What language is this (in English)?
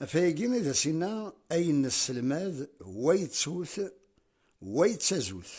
Kabyle